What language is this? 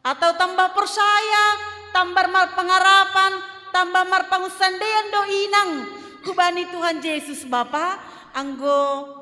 Batak Simalungun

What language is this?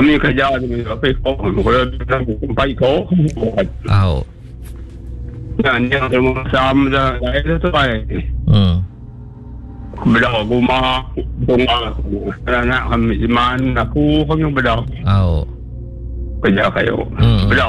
Iban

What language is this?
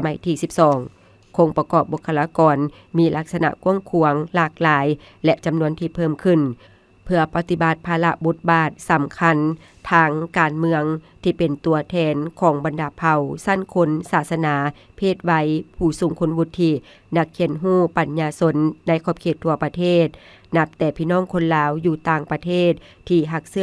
Lao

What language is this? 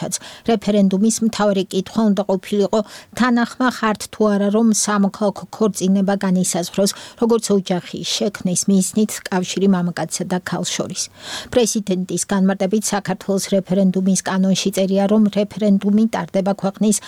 Georgian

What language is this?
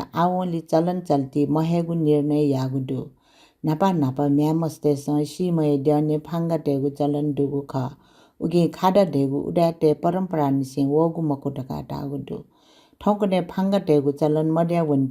Newari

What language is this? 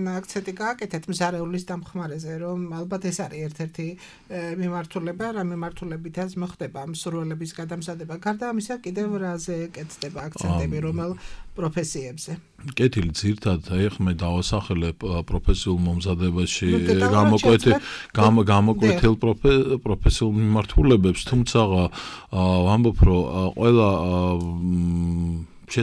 Georgian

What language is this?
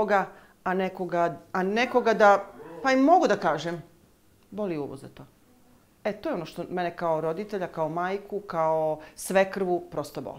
Serbian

